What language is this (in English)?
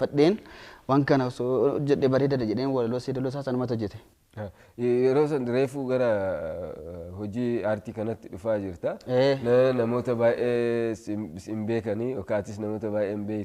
Oromo